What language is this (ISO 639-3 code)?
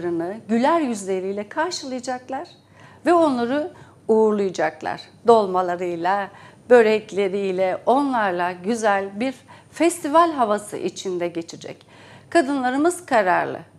tur